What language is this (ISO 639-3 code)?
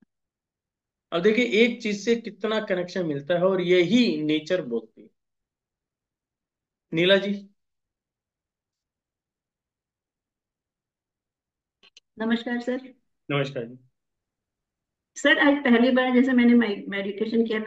hin